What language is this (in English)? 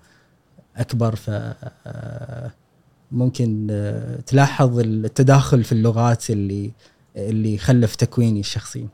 Gulf Arabic